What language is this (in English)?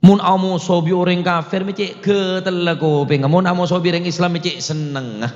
Madurese